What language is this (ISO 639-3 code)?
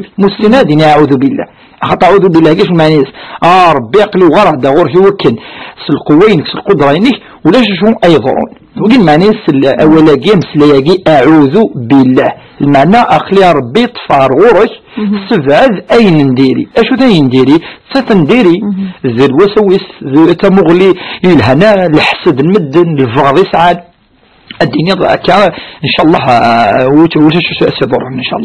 kab